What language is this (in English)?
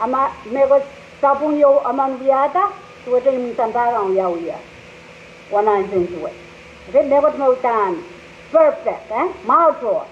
Pohnpeian